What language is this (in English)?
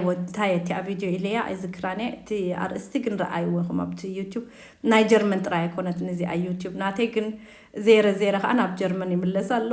Tigrinya